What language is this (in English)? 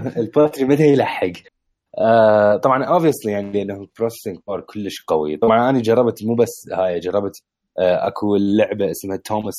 Mesopotamian Arabic